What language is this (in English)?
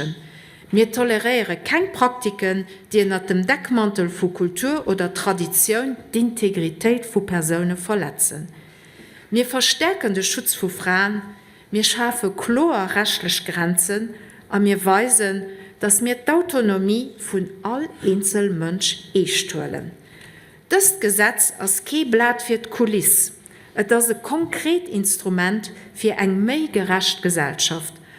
Luxembourgish